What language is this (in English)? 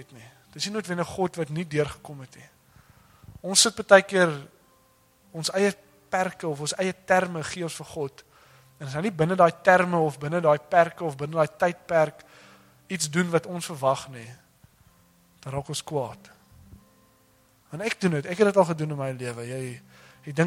Afrikaans